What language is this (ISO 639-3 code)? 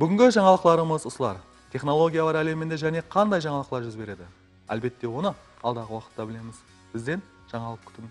kaa